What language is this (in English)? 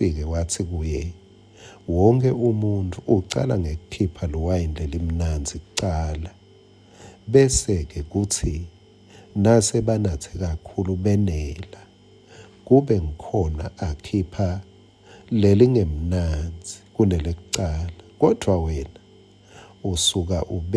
Swati